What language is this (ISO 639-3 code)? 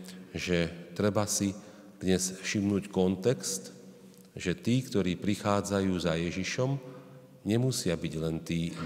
slk